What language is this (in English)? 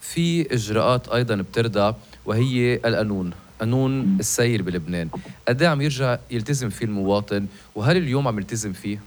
North Levantine Arabic